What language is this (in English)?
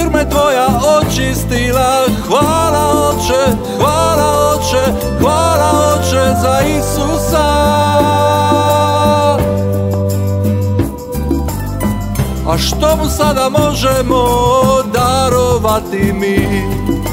Croatian